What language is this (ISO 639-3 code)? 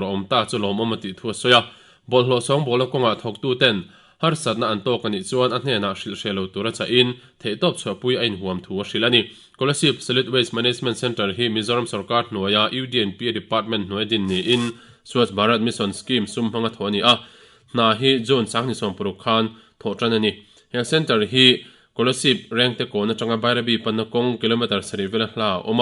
lus